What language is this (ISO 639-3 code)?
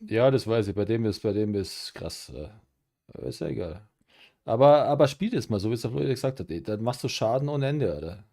bar